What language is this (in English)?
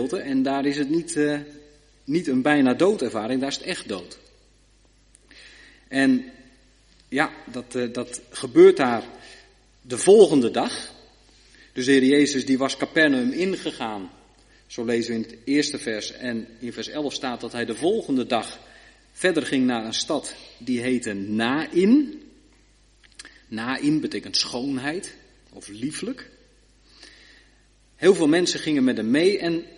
Dutch